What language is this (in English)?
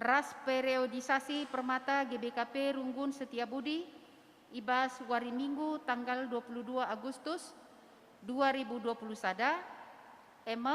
Batak Karo